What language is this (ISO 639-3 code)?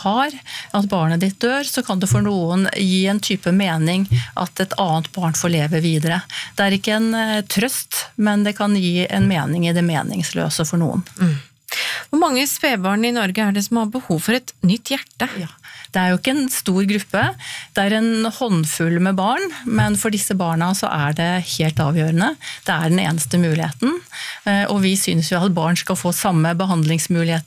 nor